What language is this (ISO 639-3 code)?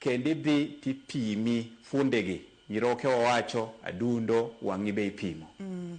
luo